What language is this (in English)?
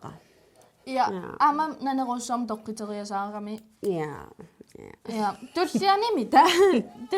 Kalaallisut